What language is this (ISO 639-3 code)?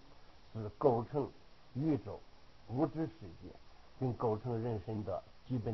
zho